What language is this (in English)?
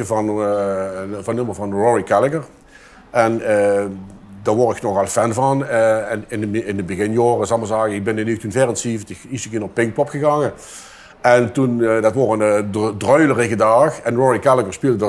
Limburgish